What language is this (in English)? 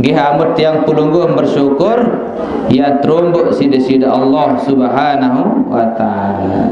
Sasak